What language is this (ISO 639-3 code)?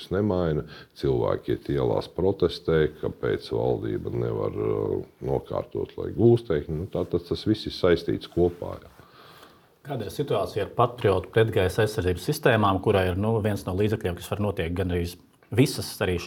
lav